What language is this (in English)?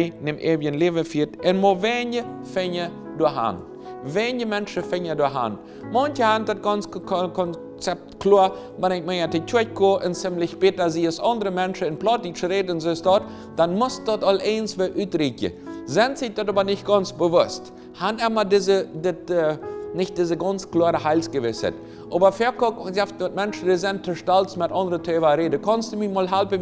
Plautdietsch